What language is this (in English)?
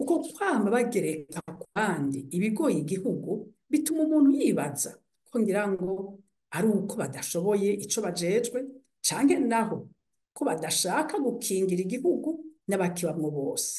Rundi